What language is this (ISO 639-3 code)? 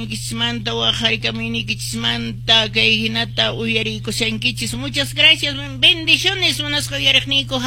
que